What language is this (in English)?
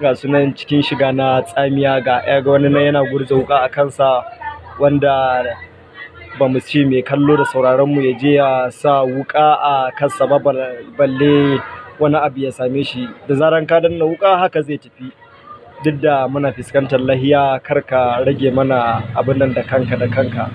Hausa